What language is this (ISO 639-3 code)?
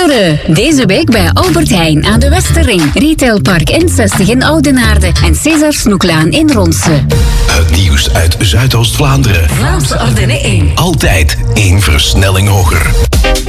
nld